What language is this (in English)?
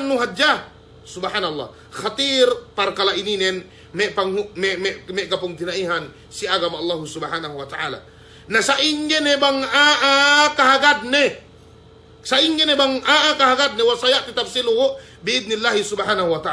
Yakan